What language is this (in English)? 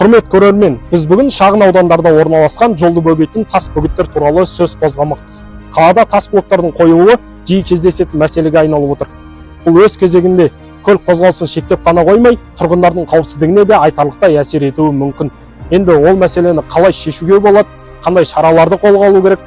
Kazakh